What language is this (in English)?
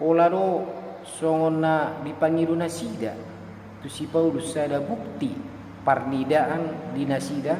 Batak Toba